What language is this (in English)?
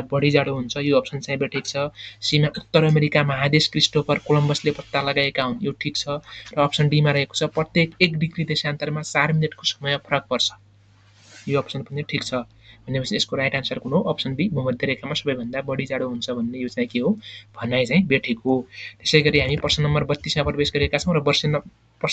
Nepali